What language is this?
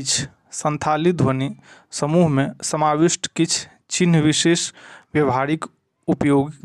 Maithili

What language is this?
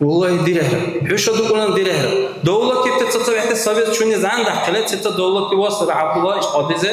Dargwa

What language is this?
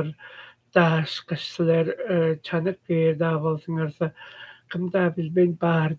Tuvinian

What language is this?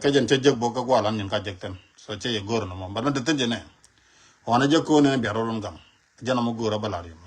Nuer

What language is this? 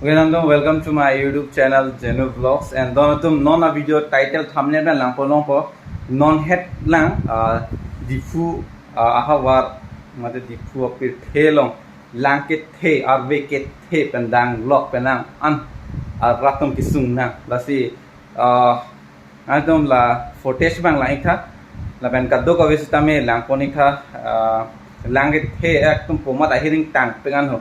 Karbi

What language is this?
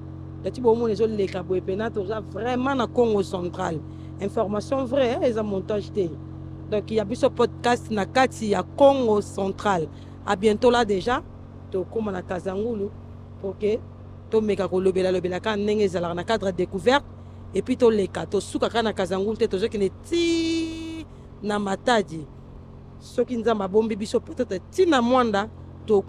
Lingala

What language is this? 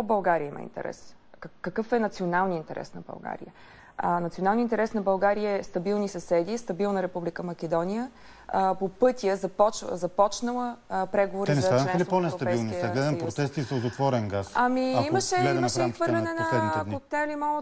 Bulgarian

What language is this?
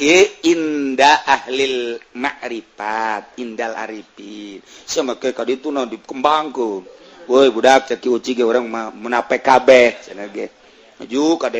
Sundanese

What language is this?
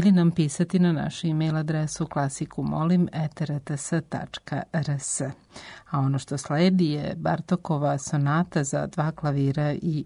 Serbian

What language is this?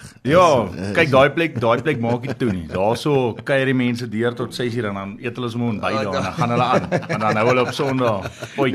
Afrikaans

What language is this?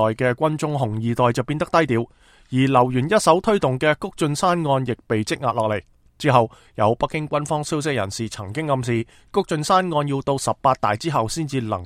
Cantonese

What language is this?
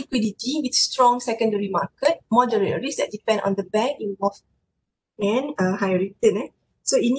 Malay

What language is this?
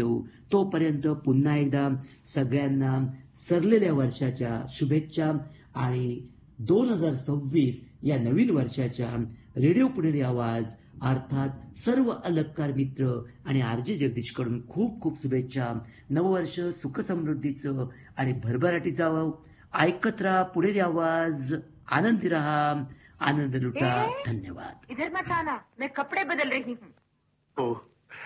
Marathi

